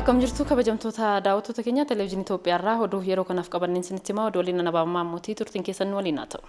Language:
Oromo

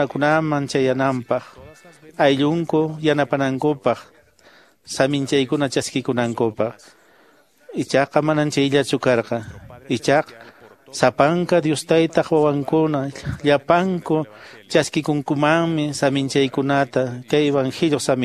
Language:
Quechua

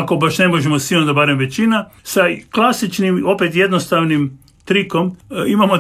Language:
Croatian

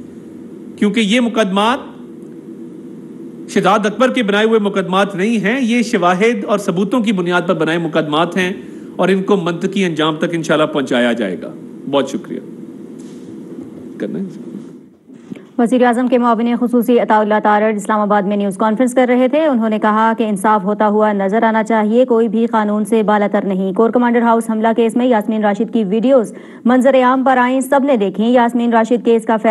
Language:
Urdu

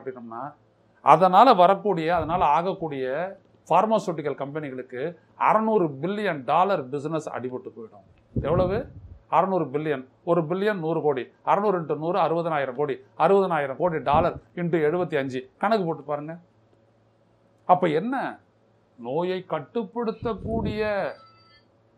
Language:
Tamil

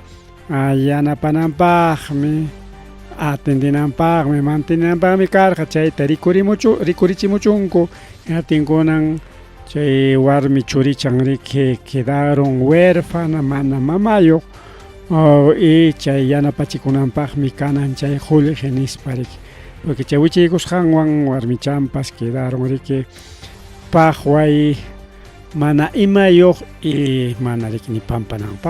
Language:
Ayacucho Quechua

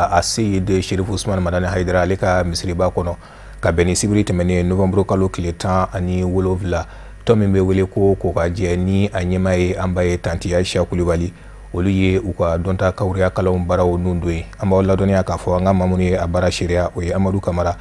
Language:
Bambara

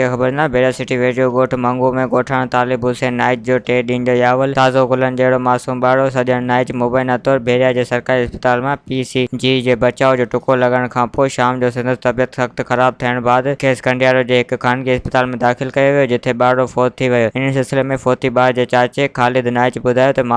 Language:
Sindhi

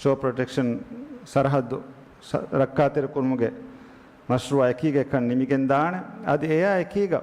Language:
Divehi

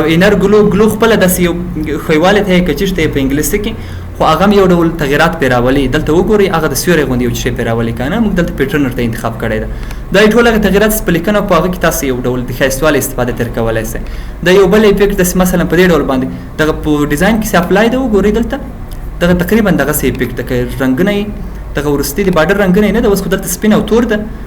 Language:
Pashto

